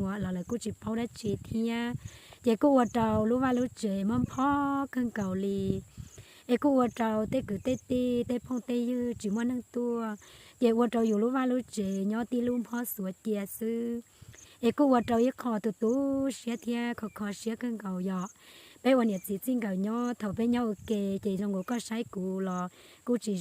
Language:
Hmong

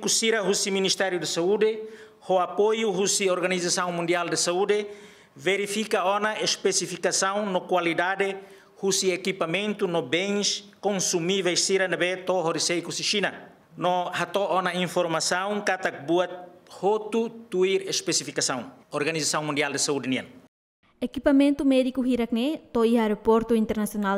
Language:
Tetum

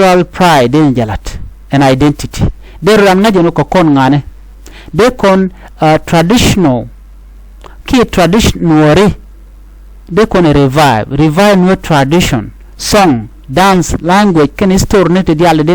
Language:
Nuer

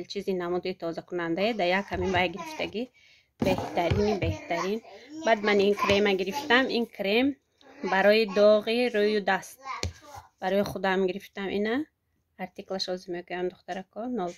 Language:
Tajik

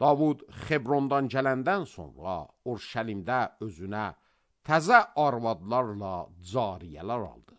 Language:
Azerbaijani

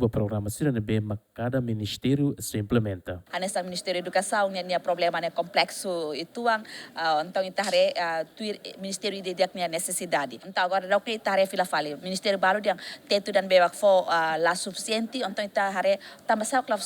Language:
Tetum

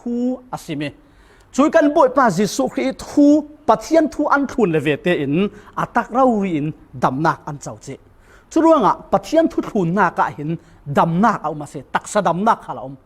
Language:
Falam Chin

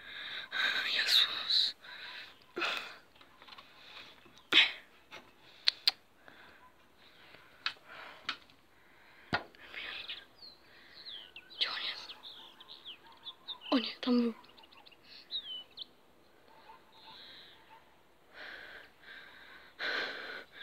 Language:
Polish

